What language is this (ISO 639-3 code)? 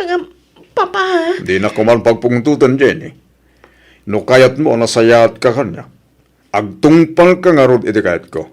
ilo